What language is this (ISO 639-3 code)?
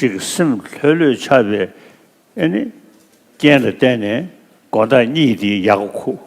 bod